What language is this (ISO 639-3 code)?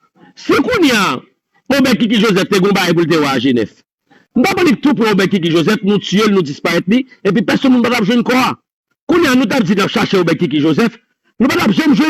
hat